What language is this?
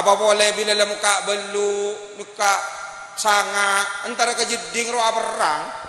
Madurese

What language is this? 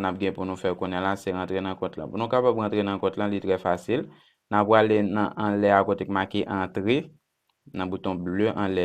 Haitian Creole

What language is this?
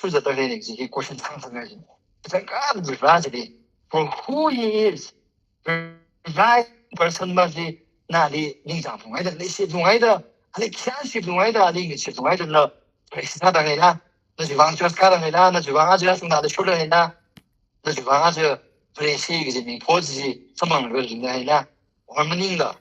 Tangkhul Naga (India)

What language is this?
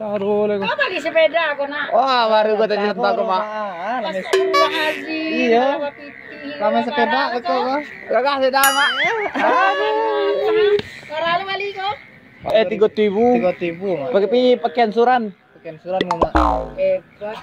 Minangkabau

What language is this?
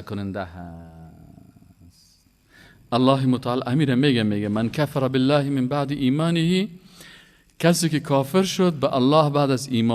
Persian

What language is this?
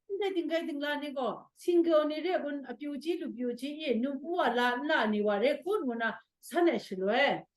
Kachin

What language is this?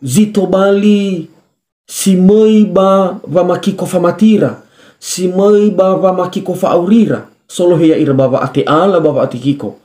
Nias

